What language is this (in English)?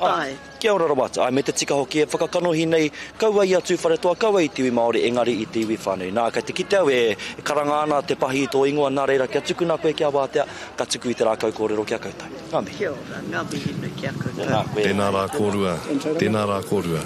Māori